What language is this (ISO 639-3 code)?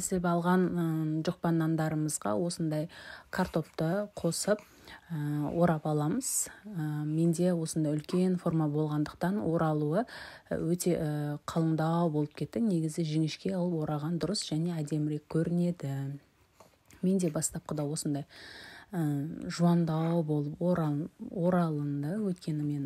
kaz